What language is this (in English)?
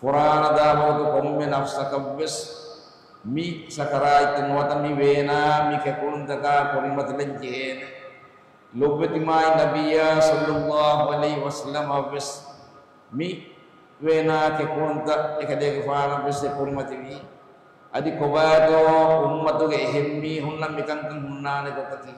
Divehi